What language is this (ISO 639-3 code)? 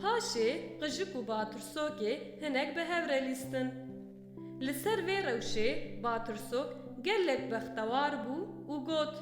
kur